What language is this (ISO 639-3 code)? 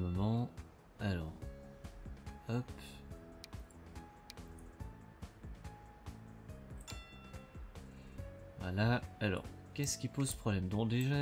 fra